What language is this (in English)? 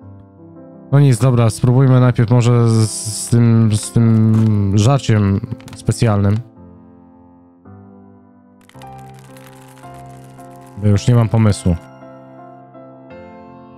Polish